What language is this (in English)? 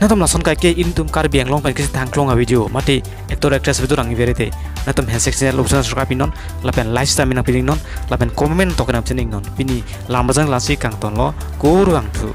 Karbi